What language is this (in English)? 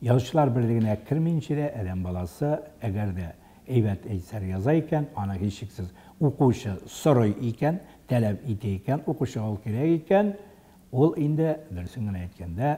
Tatar